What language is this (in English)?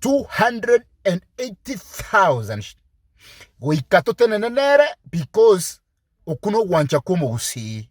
Gusii